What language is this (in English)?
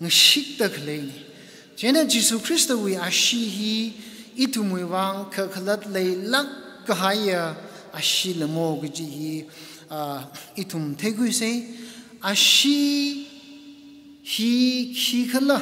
Tangkhul Naga (India)